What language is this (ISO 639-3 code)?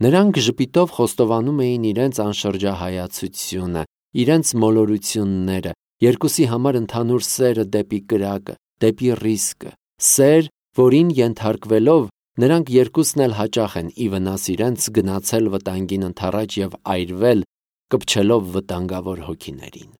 hye